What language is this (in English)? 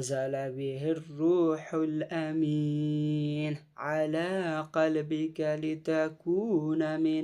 Nepali